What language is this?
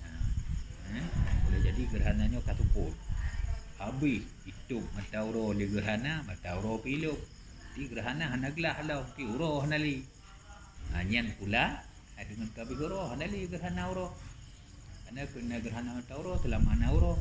Achinese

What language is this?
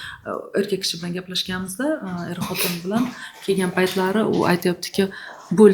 Uzbek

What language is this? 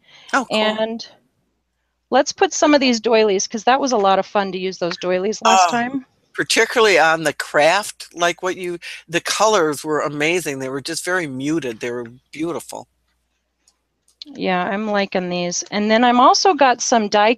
English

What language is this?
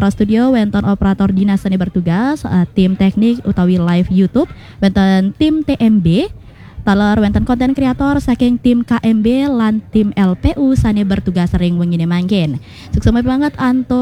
Balinese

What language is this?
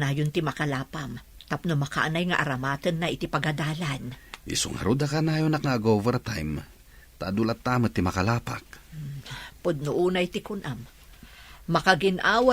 Iloko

